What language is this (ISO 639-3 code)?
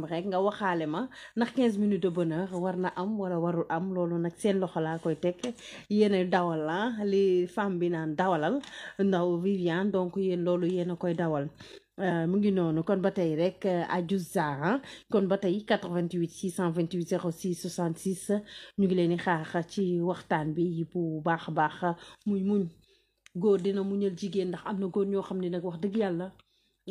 wol